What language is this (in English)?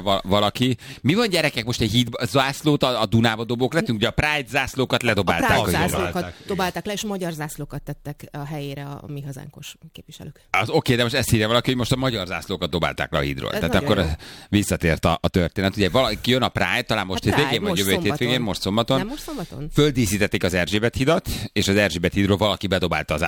Hungarian